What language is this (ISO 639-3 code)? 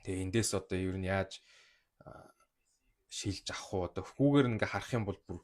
mon